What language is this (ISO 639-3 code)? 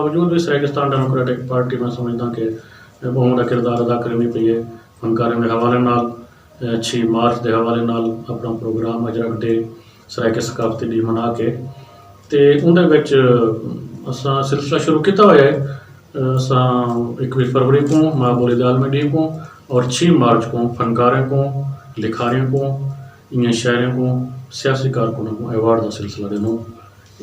skr